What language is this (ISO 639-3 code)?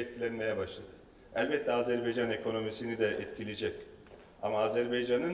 tur